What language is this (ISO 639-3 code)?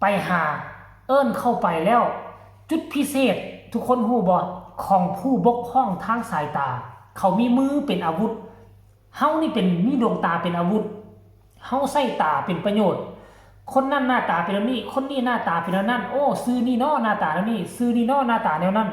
tts